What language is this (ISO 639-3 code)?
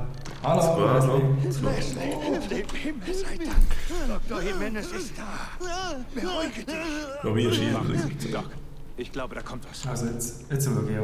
gsw